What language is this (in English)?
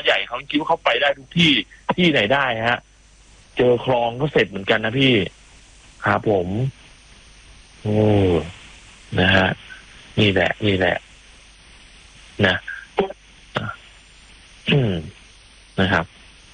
Thai